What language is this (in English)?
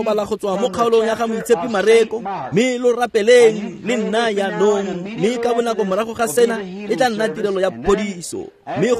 Tswana